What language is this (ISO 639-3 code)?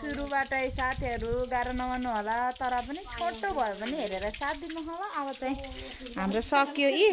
nep